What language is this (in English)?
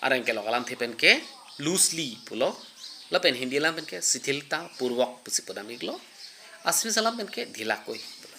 Karbi